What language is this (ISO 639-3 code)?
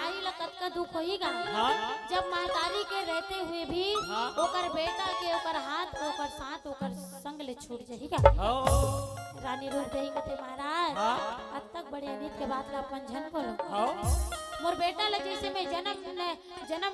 hne